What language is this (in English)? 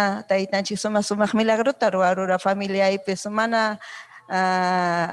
Ayacucho Quechua